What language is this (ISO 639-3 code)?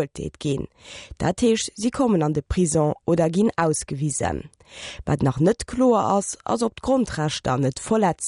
ltz